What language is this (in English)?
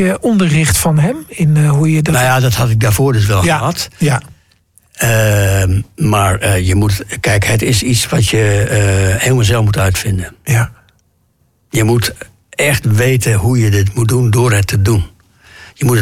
Dutch